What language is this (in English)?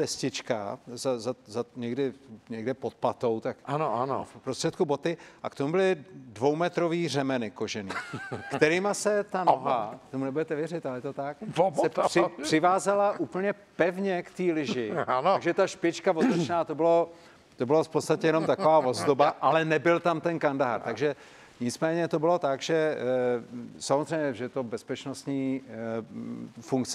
Czech